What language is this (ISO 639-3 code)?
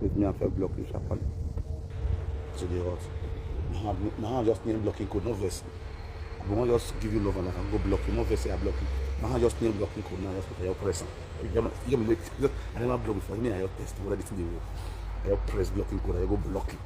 pcm